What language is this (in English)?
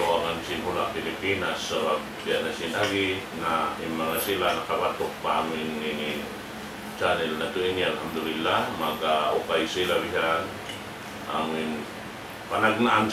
Tausug